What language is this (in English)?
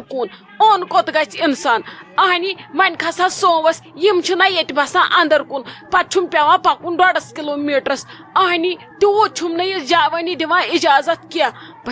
Kashmiri